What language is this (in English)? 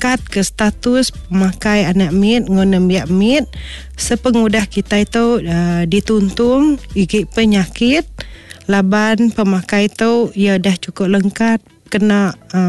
Iban